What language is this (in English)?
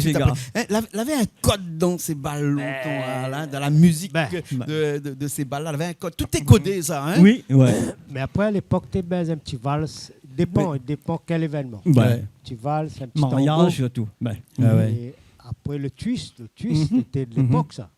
Réunion Creole French